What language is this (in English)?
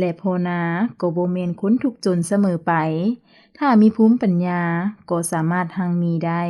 Lao